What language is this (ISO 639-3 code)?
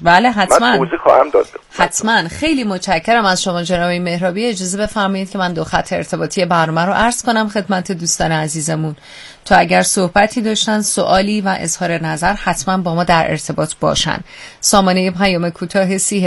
fas